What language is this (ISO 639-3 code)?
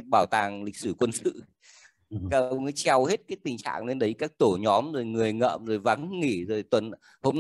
vie